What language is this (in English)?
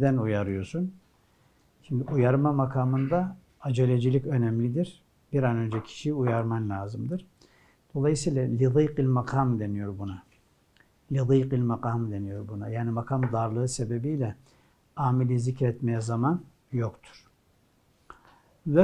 Turkish